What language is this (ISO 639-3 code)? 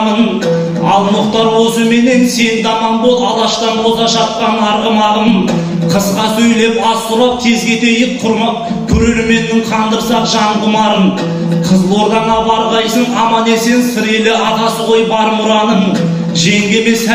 kaz